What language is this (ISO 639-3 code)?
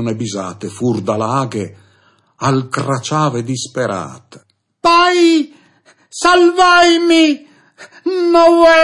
fur